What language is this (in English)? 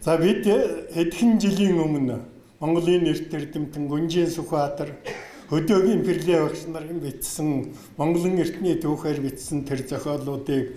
Mongolian